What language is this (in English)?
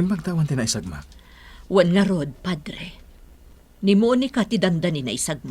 Iloko